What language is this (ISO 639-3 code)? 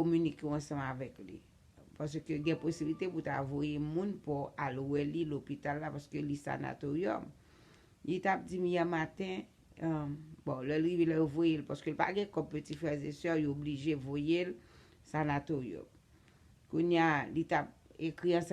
hat